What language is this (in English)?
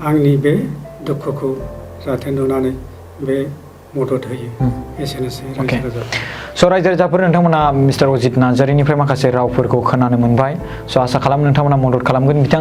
Bodo